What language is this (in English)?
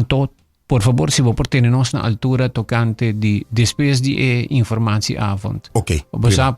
Papiamento